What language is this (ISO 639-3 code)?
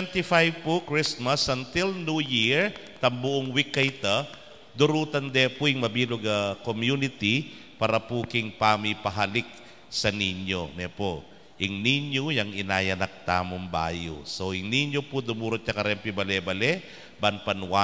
pam